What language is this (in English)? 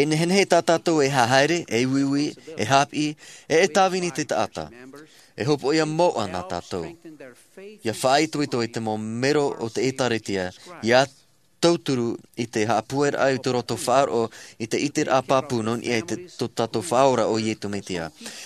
Tahitian